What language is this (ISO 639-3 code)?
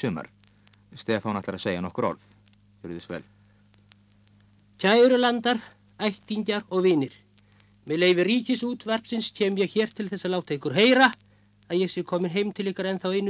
isl